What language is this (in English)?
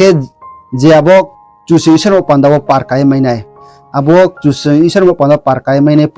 Riang (India)